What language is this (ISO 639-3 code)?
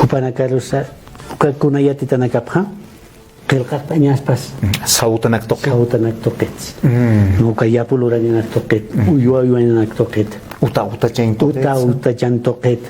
aym